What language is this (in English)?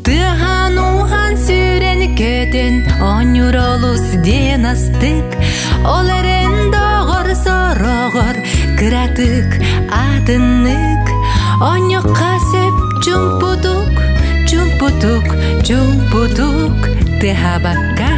Yakut